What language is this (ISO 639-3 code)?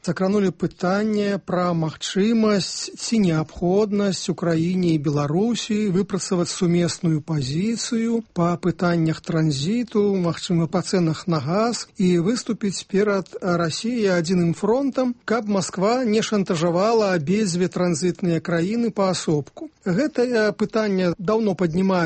bel